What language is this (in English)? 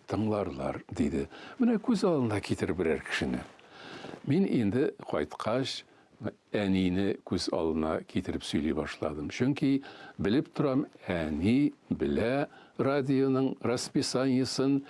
Tatar